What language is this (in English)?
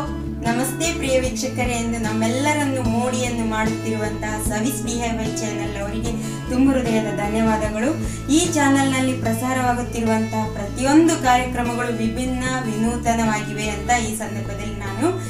Kannada